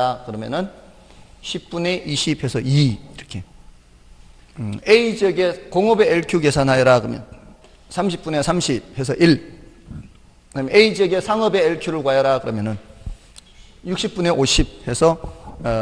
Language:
Korean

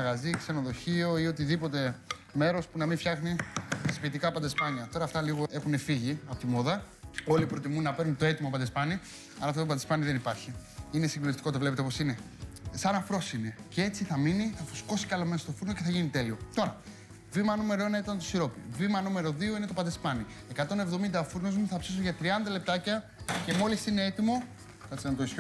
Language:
Greek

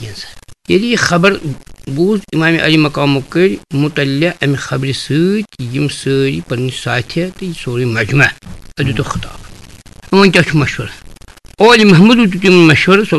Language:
Kashmiri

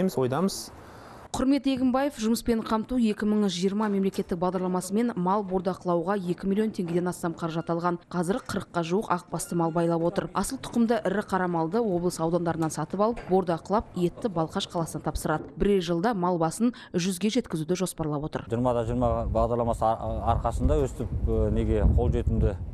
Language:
Kazakh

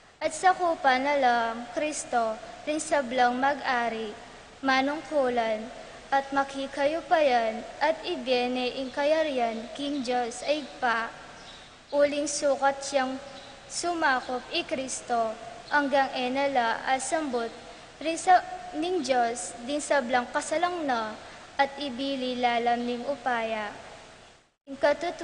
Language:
Pampanga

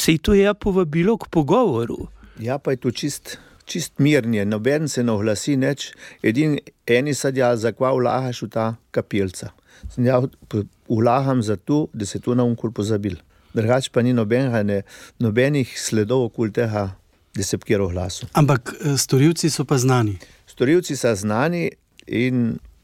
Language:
Slovenian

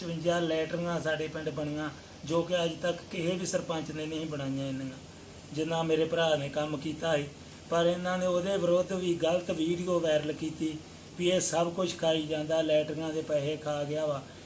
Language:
Punjabi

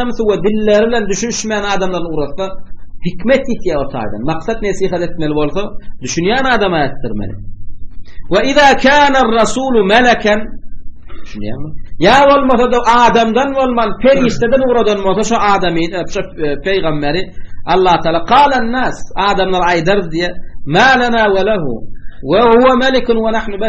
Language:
Turkmen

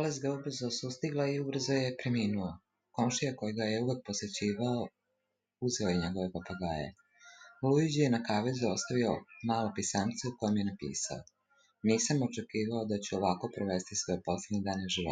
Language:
Serbian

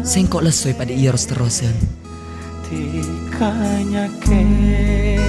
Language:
Madurese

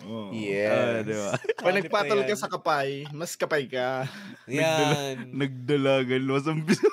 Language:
Bikol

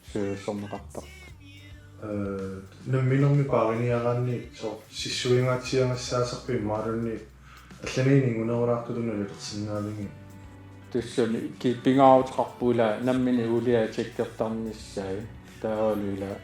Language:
Kalaallisut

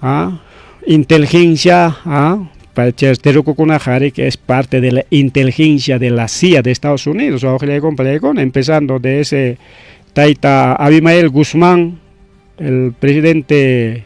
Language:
Ayacucho Quechua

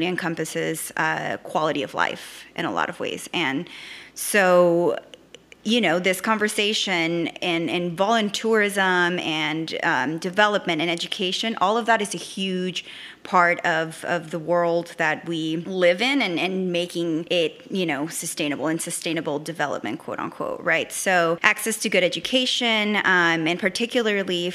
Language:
English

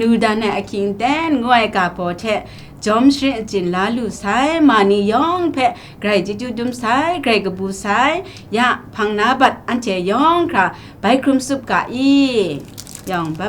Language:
Kachin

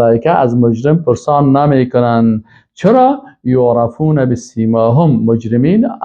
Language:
Persian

